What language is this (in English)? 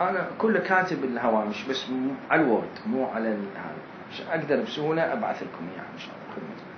Mesopotamian Arabic